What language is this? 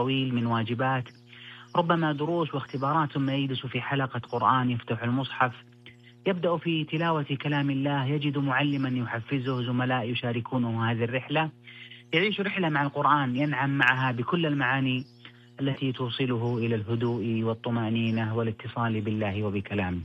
Arabic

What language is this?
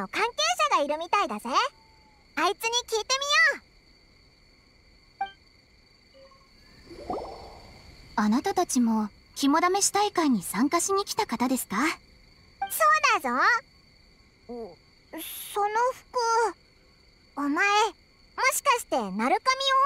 Japanese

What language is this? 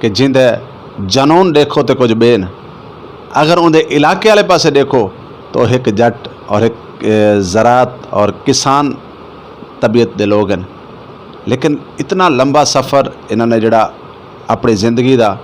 Western Panjabi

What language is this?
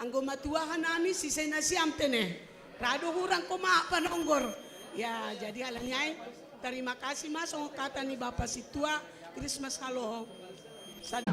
Batak Simalungun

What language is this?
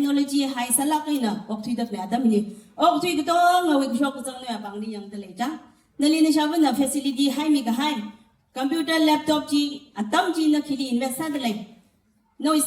Tangkhul Naga (India)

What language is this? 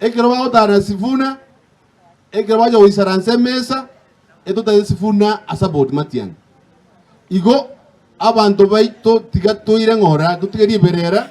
Gusii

